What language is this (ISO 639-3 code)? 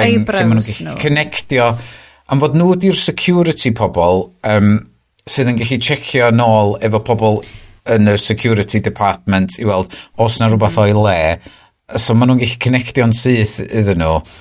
cym